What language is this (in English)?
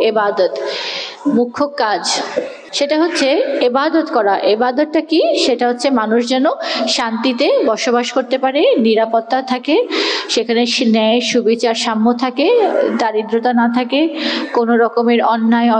Bangla